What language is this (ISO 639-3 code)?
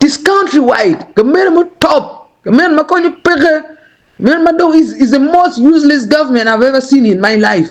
ach